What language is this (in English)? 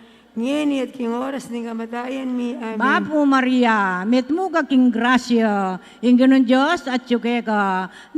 Pampanga